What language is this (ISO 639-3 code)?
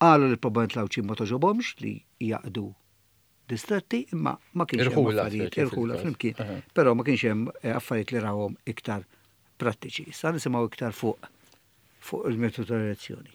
mlt